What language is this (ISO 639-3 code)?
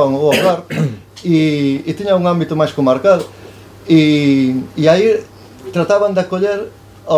glg